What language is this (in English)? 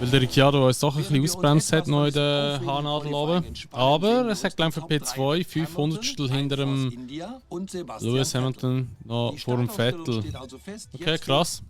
Swiss German